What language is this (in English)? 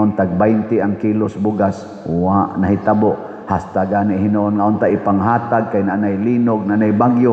Cebuano